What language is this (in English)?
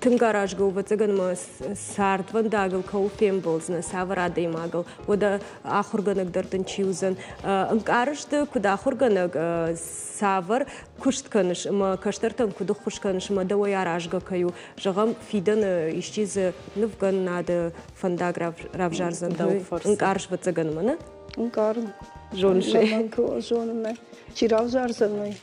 Ossetic